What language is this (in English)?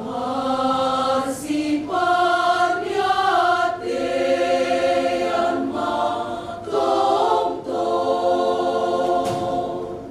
Batak Simalungun